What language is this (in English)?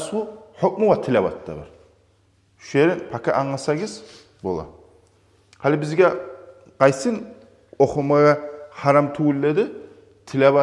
Kumyk